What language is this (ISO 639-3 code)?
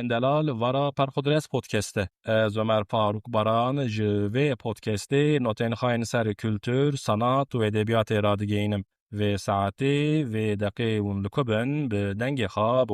kur